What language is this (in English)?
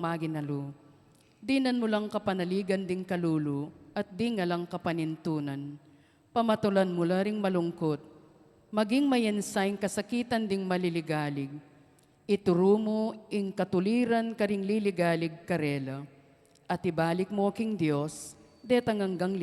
Pampanga